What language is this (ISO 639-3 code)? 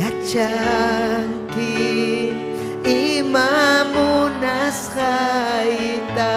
quy